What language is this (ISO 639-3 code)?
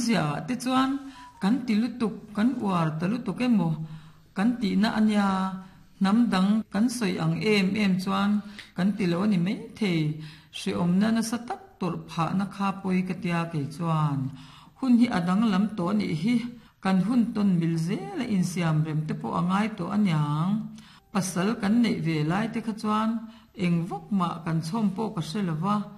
lus